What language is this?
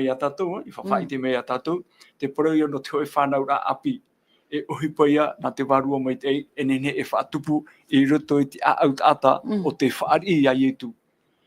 Tahitian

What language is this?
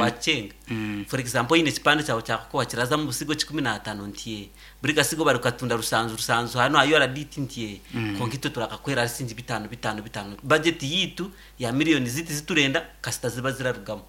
Nyankole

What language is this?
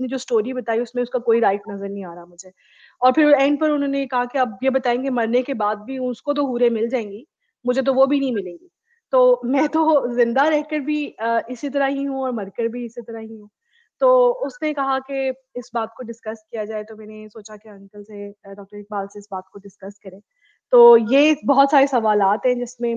Urdu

